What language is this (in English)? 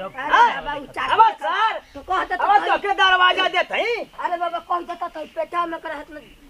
Bhojpuri